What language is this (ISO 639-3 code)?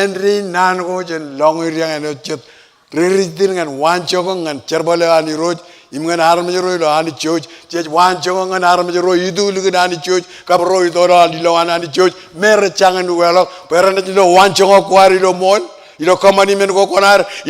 mah